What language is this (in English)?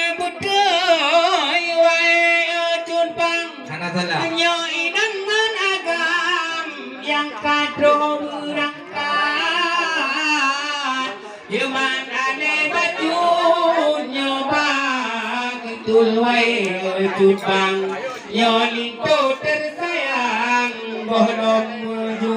Achinese